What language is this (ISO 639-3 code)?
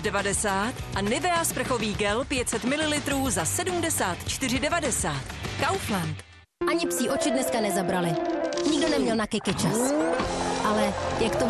ces